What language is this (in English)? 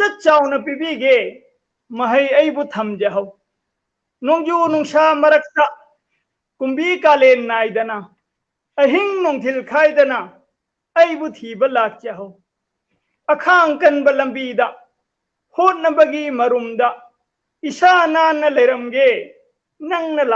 Manipuri